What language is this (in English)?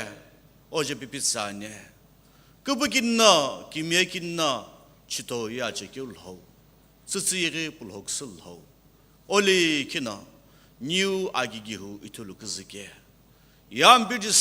Sumi Naga